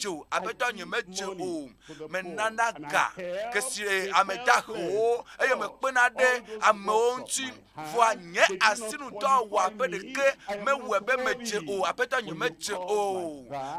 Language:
Ewe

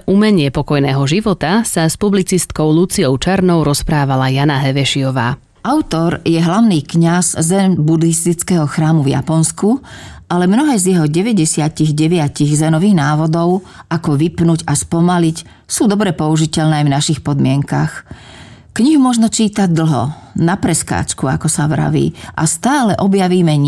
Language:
Slovak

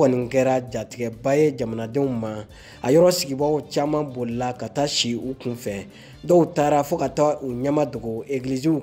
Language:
Bambara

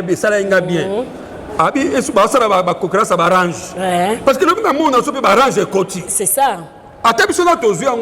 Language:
Lingala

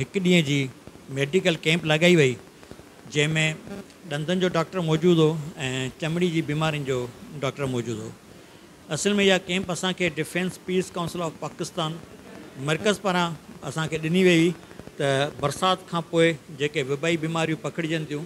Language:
Sindhi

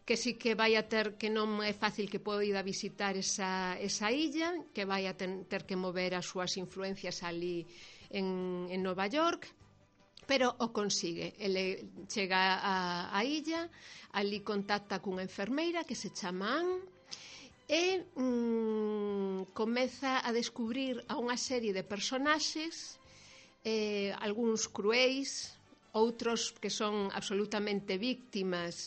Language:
Galician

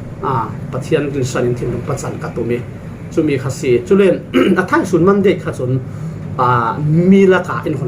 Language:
Falam Chin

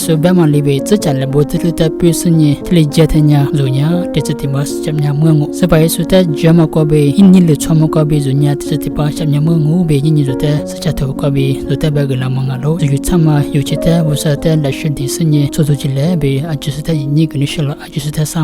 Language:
Lisu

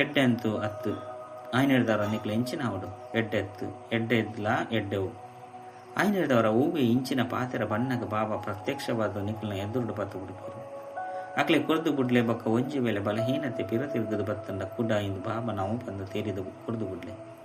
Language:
Tulu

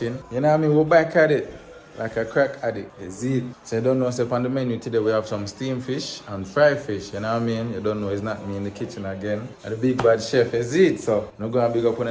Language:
Jamaican Creole English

